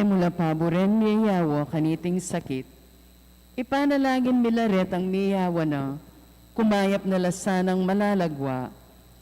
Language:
Pampanga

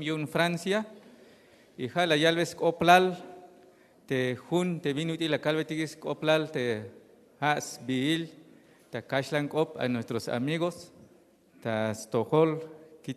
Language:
Tzeltal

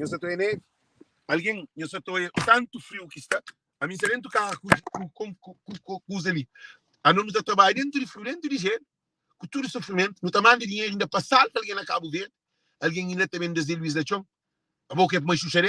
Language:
Kabuverdianu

